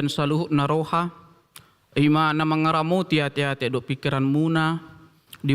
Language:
Batak Toba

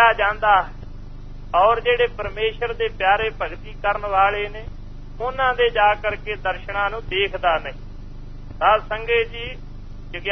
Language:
Punjabi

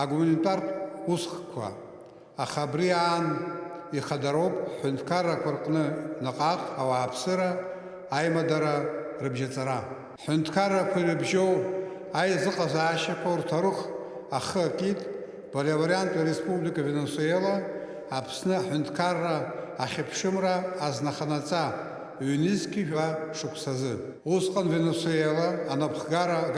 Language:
Abkhazian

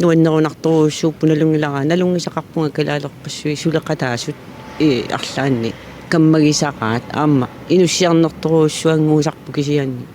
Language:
Kalaallisut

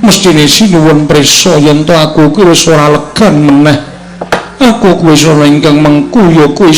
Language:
Javanese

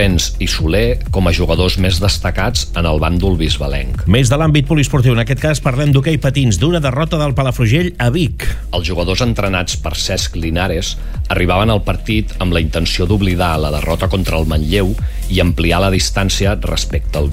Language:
Catalan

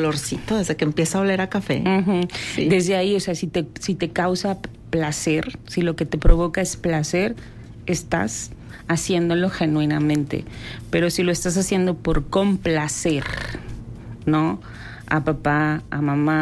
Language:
Spanish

